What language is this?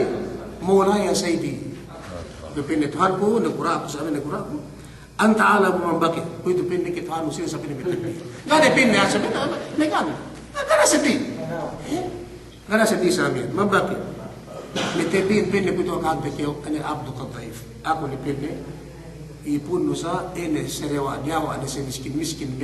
Yakan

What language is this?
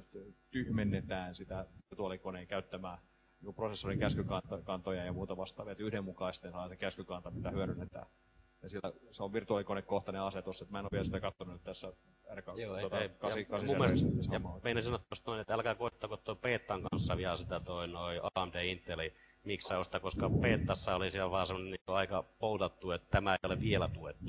Finnish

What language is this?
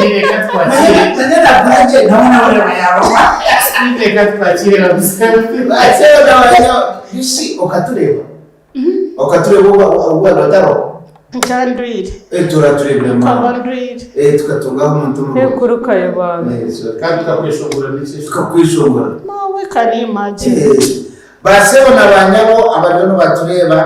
Nyankole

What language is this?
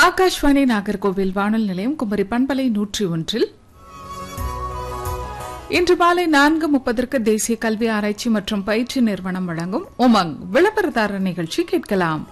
Tamil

